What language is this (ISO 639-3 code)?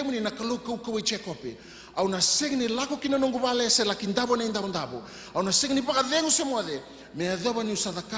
fij